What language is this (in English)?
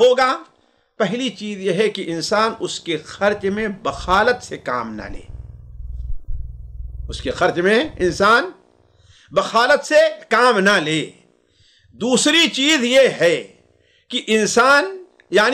Urdu